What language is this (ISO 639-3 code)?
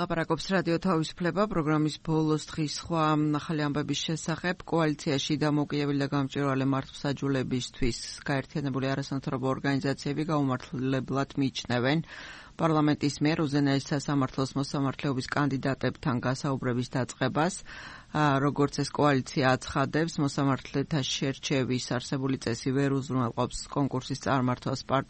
kat